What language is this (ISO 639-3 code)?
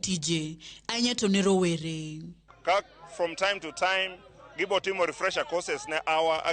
luo